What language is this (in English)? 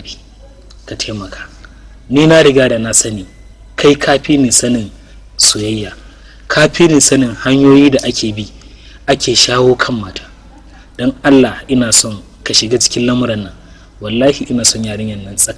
Hausa